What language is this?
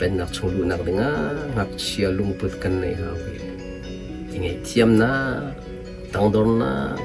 Hakha Chin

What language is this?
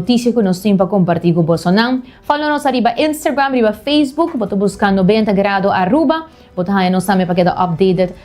Papiamento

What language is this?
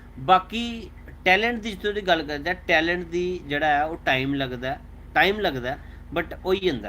Dogri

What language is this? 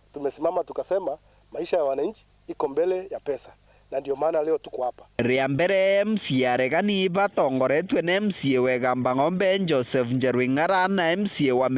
Meru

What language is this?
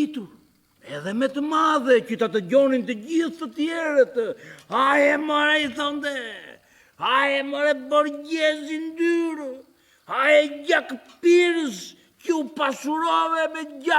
Albanian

